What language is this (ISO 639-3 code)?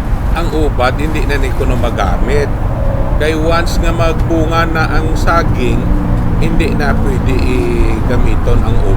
hil